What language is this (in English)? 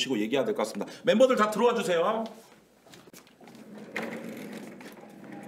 Korean